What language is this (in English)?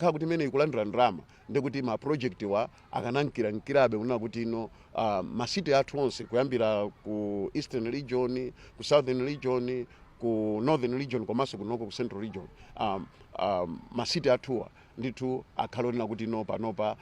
Nyanja